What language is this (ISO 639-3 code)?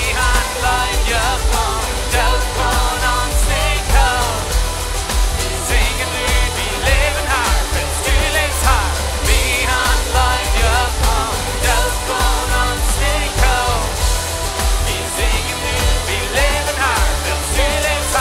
pdt